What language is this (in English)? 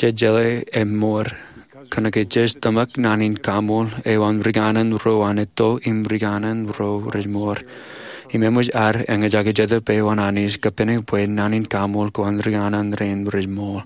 Marshallese